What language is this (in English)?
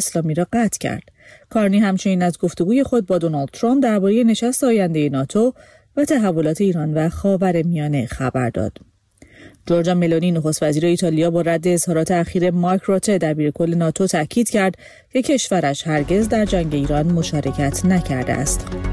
Persian